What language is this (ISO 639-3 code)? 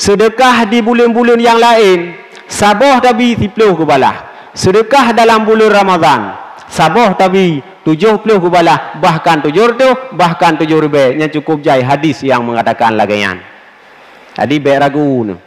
ace